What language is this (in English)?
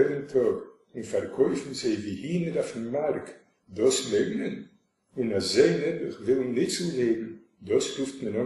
Yiddish